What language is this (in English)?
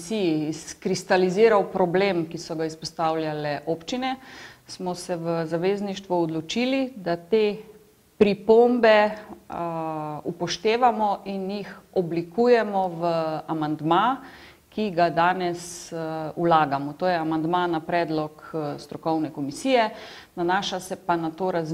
Slovenian